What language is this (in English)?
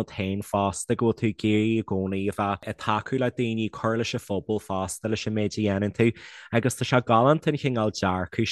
Irish